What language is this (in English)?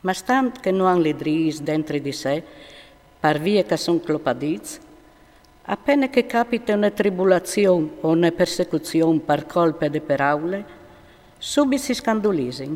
Friulian